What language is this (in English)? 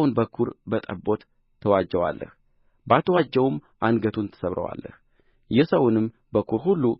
Amharic